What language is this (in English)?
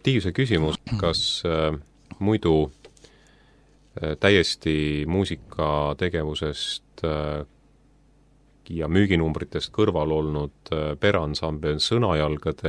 Estonian